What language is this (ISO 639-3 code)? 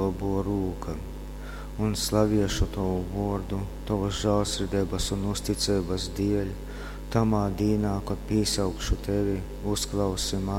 ltg